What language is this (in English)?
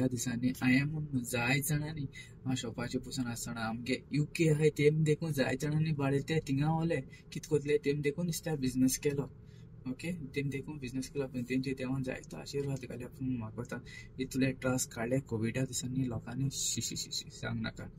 Konkani